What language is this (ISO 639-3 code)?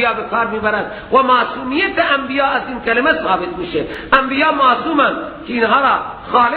fas